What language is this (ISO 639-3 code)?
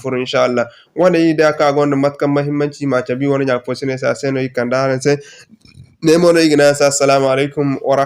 dje